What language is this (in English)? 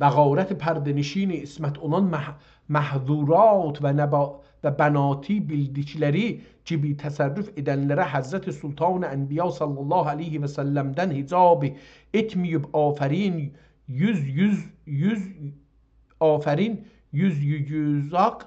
South Azerbaijani